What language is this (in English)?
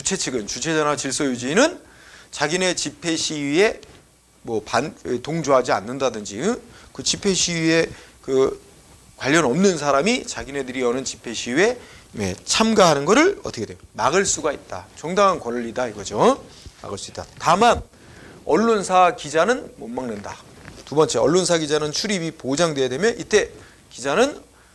Korean